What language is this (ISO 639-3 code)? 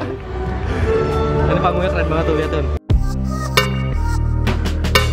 ind